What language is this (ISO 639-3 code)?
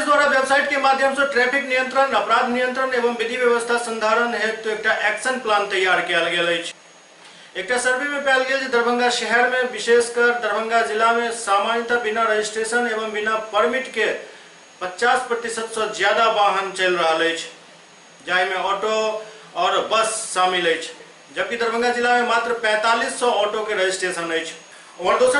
mai